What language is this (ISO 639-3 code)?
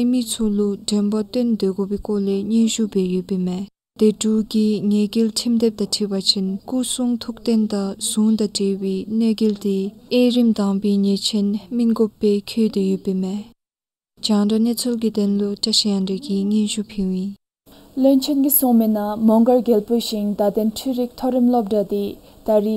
dzo